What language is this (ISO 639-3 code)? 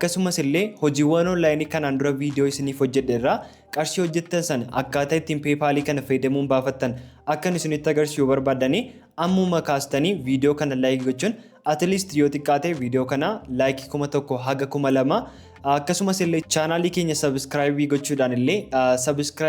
orm